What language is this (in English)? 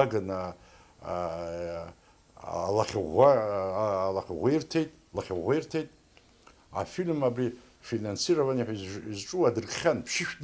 Abkhazian